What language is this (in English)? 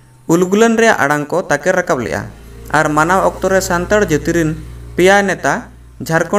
Santali